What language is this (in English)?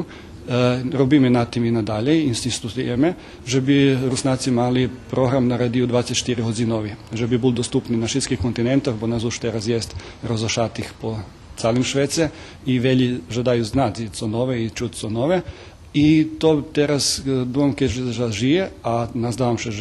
Rusyn